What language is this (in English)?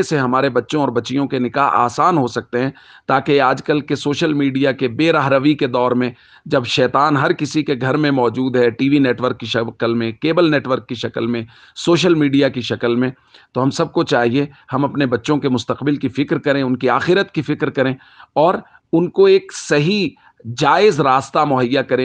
Urdu